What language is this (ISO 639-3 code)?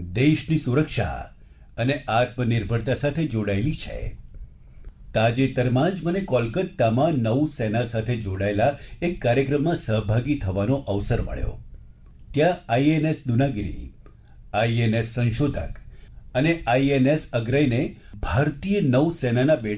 guj